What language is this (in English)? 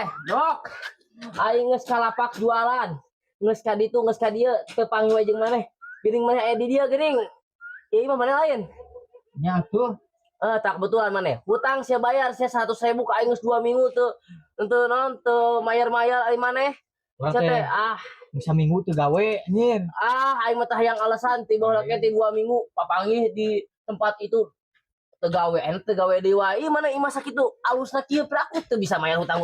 Sundanese